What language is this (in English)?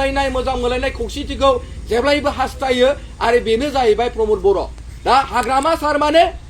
Bodo